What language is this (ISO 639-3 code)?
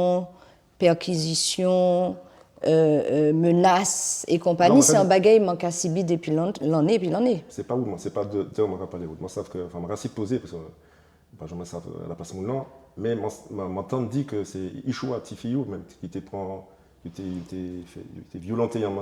gcf